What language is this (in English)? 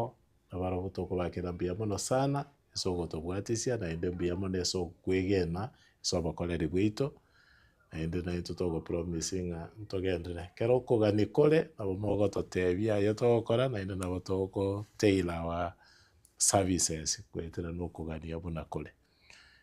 Gusii